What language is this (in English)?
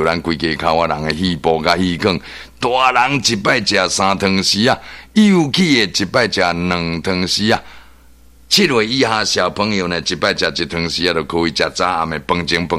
Min Nan Chinese